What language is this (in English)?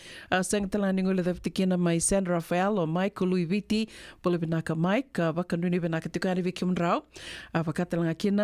Fijian